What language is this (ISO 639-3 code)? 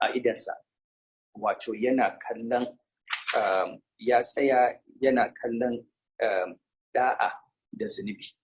hau